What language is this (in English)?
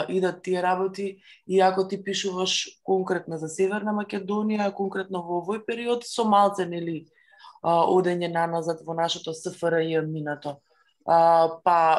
Macedonian